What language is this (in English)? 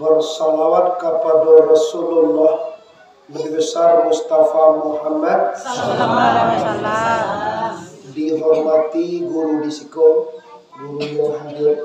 Minangkabau